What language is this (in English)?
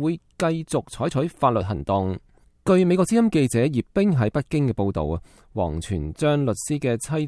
Cantonese